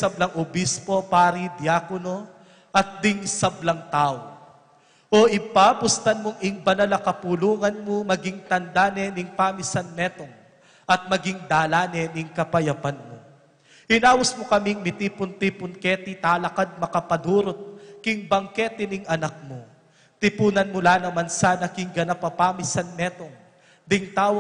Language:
Pampanga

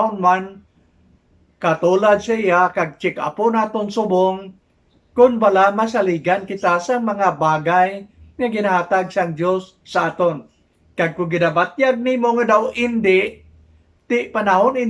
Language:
Hiligaynon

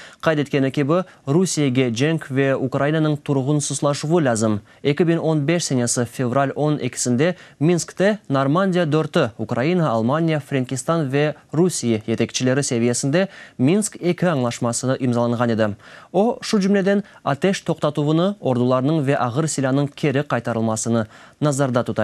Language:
Crimean Tatar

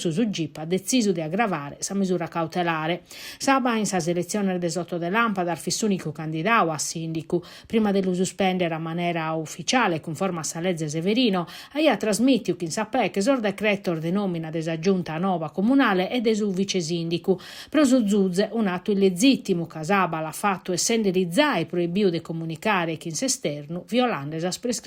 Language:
Sardinian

